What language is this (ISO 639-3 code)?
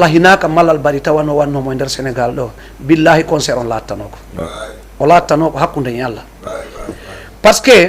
ful